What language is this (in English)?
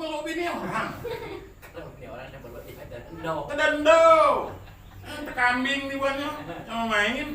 Minangkabau